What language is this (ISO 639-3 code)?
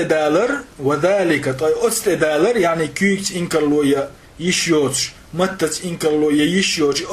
che